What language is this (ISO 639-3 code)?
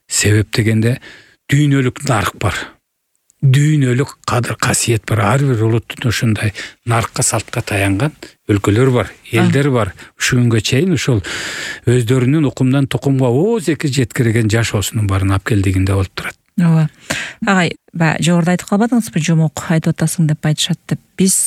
kir